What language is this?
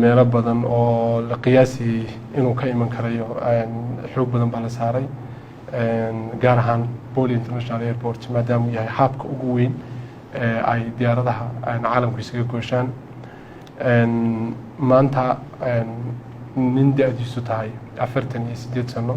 Somali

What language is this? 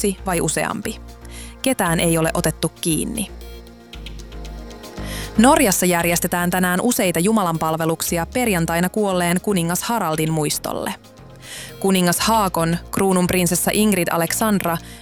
Finnish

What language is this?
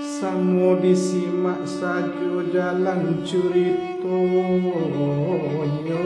Minangkabau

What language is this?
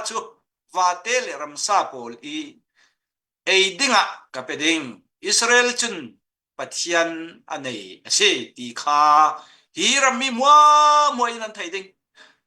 Falam Chin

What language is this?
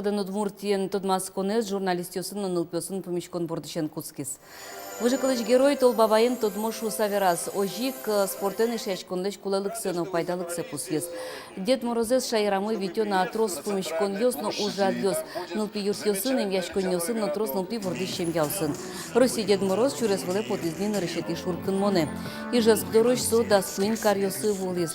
Udmurt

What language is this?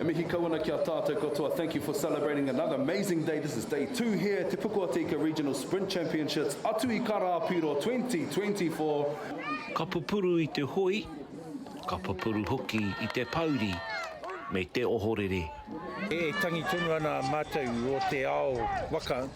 Māori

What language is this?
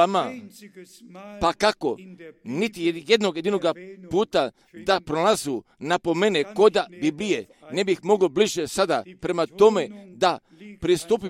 Croatian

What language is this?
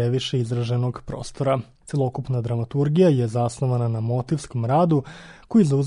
Serbian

